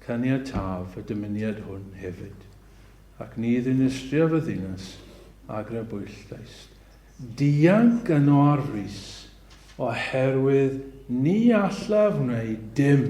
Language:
Welsh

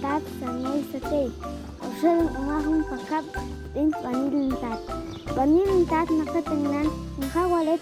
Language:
Tektiteko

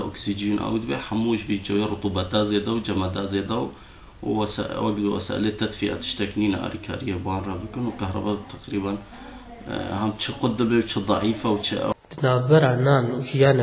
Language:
Kurdish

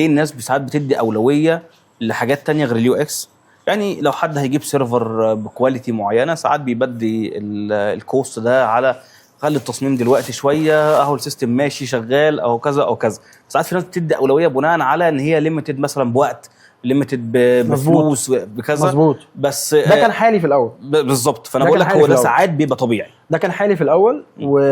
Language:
Egyptian Arabic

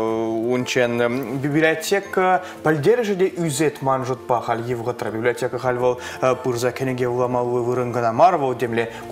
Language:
Chuvash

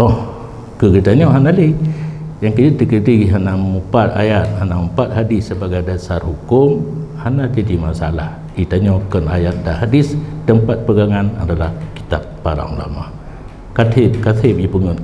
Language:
Achinese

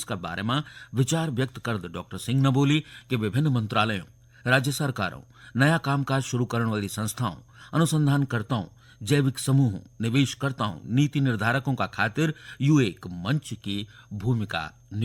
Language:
Garhwali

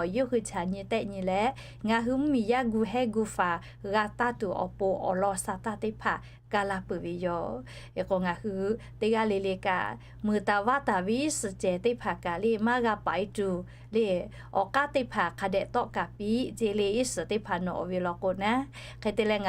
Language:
Lahu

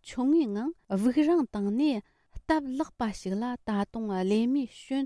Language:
Tibetan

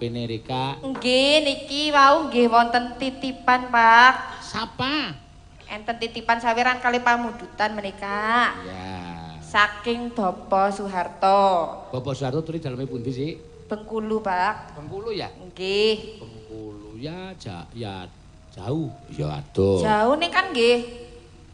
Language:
Javanese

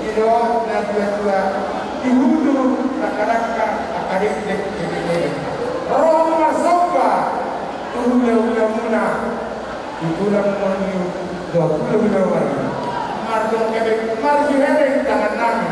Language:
Batak Toba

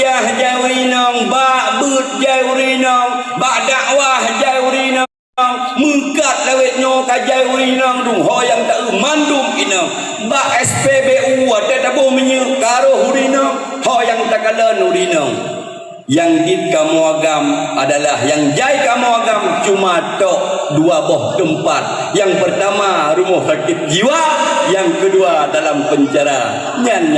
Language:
Achinese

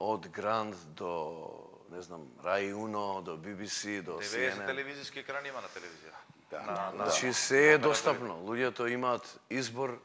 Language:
Macedonian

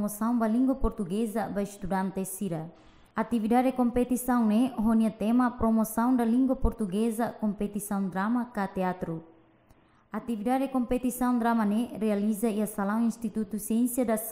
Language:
Tetum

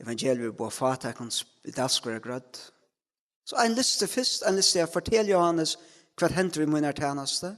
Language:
Faroese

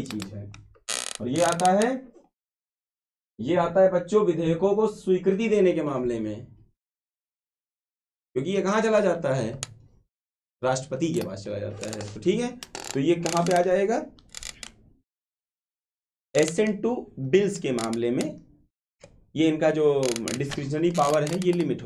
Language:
Hindi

